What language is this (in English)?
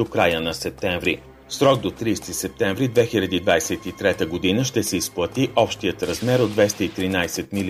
Bulgarian